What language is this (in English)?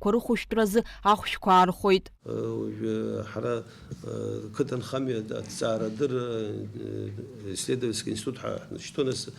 Abkhazian